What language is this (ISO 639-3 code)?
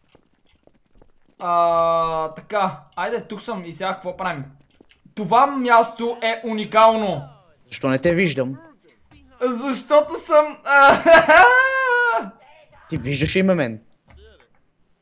bul